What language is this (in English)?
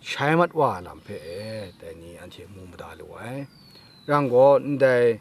Kachin